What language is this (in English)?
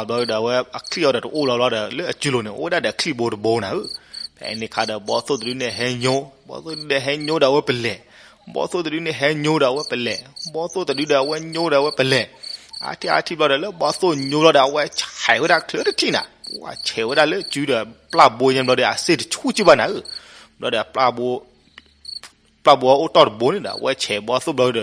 S'gaw Karen